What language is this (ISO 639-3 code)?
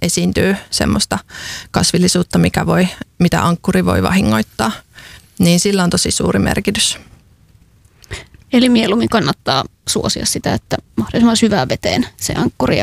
fin